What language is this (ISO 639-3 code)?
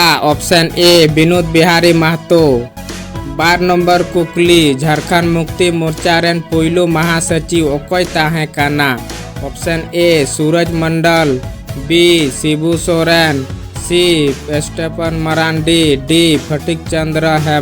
sat